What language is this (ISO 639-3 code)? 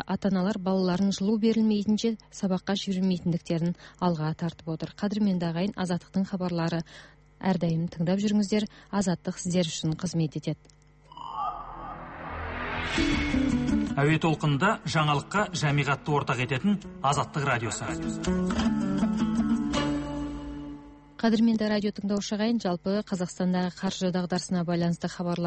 kaz